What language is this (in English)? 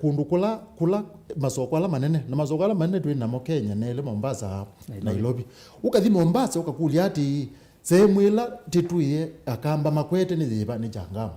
Kamba